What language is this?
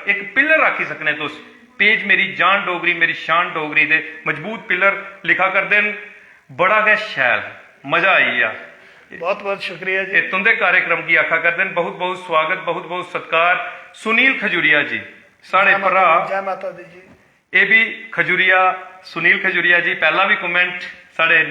Dogri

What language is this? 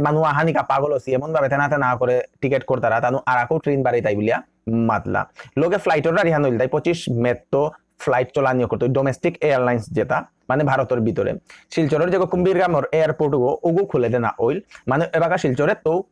Bishnupriya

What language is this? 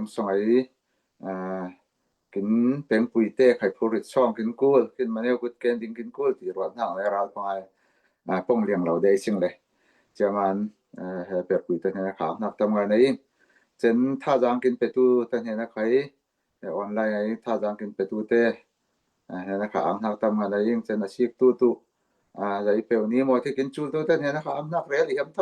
Falam Chin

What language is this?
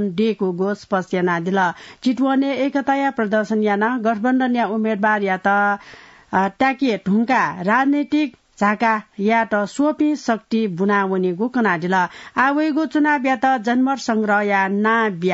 Newari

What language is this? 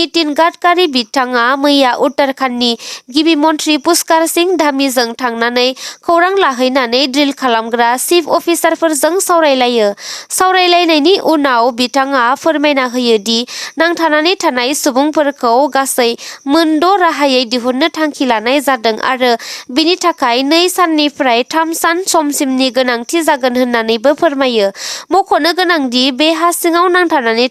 Bodo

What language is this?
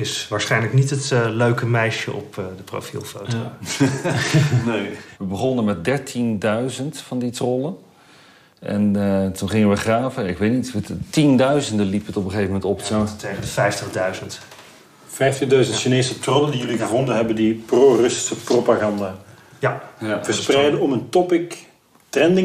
Dutch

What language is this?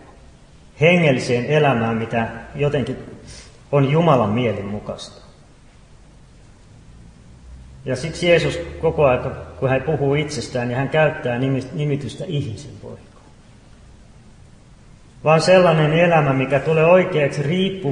Finnish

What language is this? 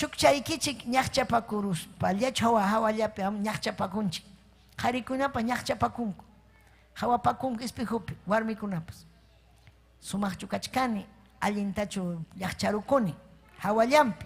Ayacucho Quechua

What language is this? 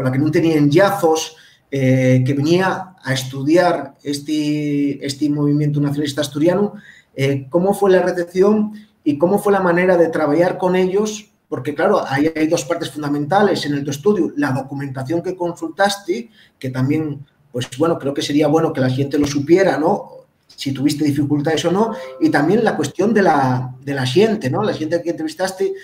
Asturian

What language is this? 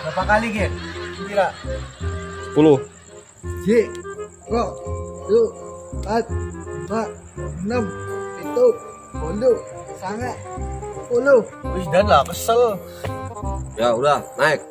Betawi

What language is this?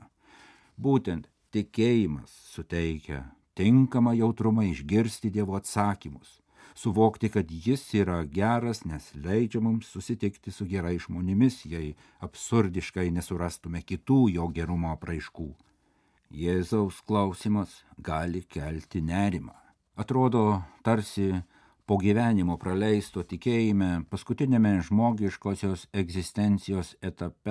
Lithuanian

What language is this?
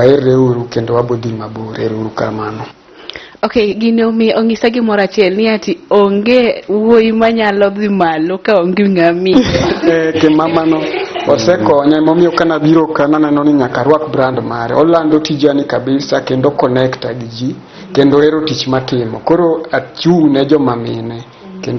Luo (Kenya and Tanzania)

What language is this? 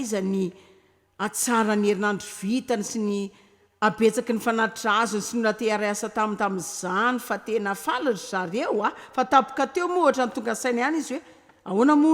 Malagasy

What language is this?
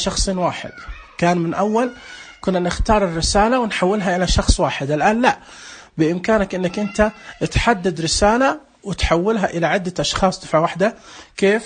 Najdi Arabic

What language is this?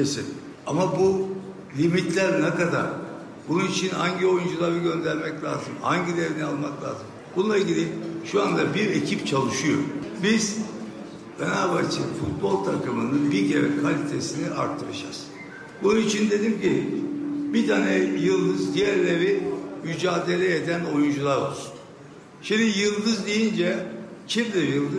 Turkish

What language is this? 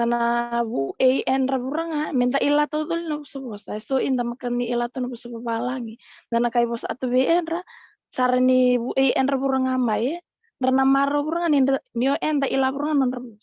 Fijian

